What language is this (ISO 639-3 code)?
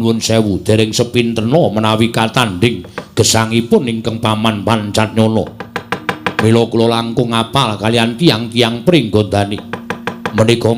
jav